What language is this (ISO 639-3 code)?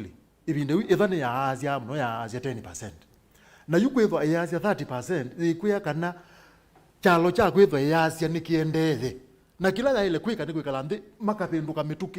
kam